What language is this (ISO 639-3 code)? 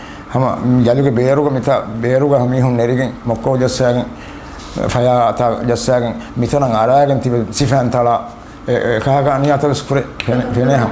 div